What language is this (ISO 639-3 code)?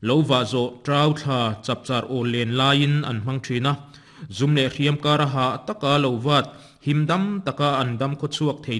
lus